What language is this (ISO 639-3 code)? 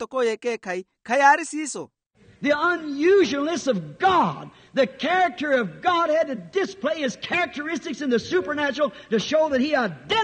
vmw